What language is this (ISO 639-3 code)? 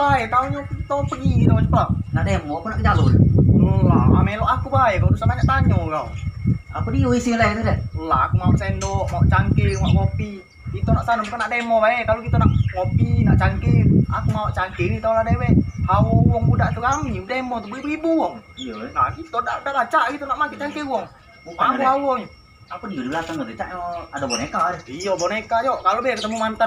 mui